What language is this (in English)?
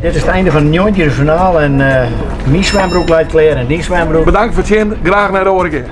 Western Frisian